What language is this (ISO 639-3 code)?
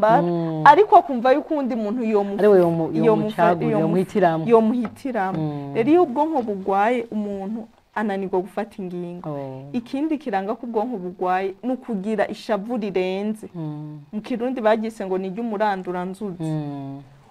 run